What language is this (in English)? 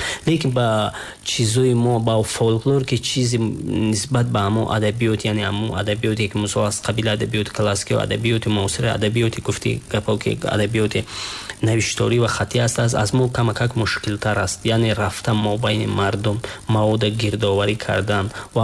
Tajik